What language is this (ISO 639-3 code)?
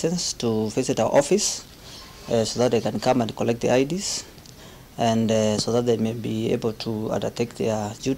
kam